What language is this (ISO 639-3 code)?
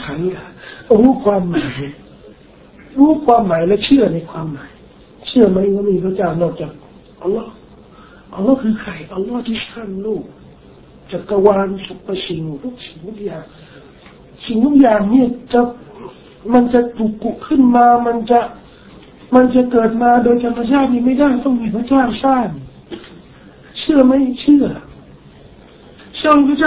tha